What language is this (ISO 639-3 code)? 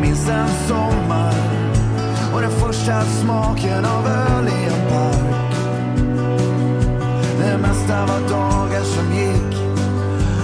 swe